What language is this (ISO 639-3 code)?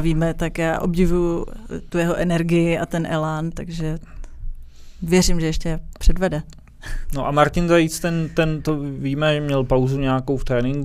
ces